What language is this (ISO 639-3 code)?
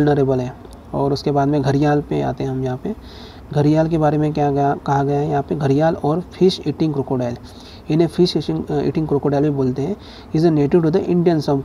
hin